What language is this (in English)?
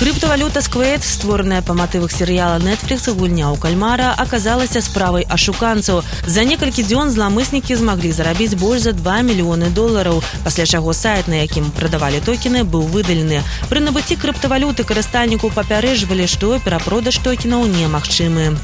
Belarusian